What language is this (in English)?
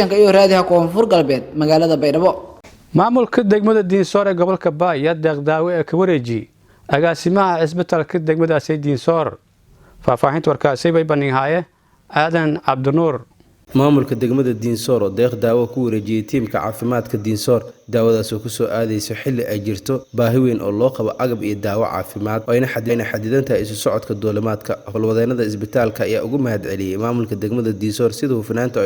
Somali